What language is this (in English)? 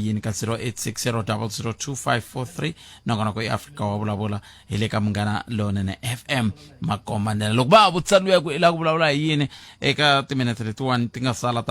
Tsonga